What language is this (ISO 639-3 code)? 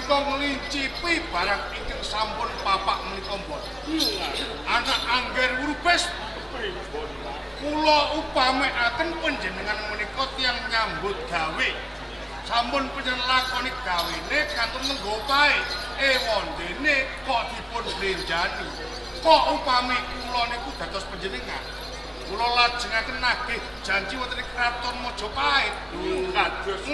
jav